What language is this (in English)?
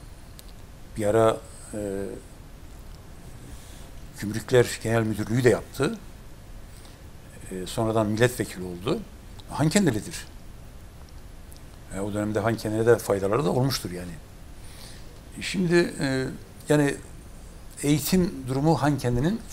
Turkish